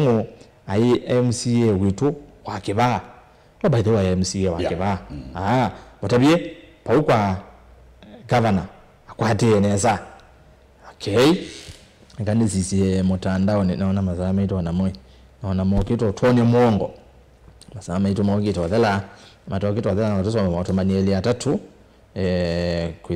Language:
Kamba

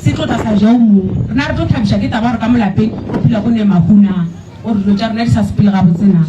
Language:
Northern Sotho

